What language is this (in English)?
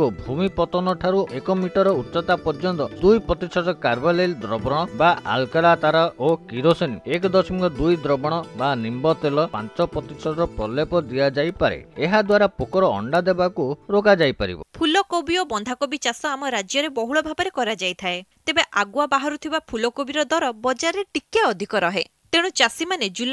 Odia